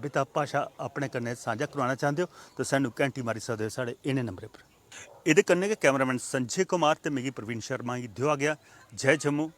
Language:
Dogri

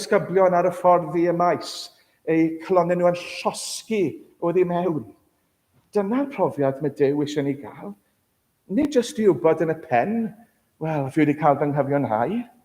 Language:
Welsh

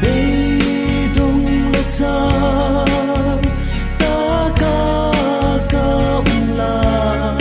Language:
Hmar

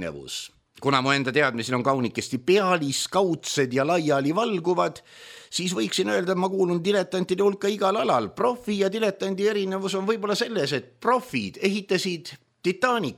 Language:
Estonian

